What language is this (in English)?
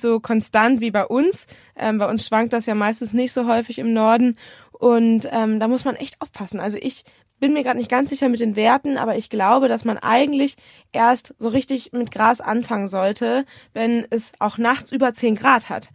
German